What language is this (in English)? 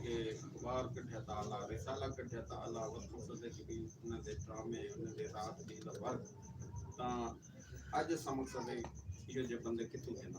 Saraiki